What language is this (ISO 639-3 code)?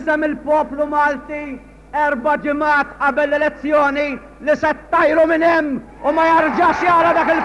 mlt